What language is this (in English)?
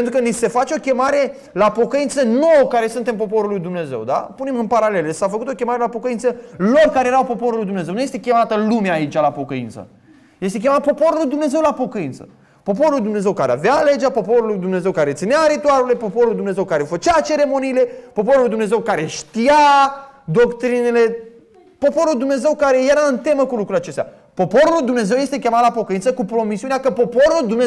Romanian